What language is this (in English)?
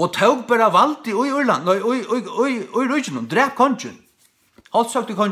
Faroese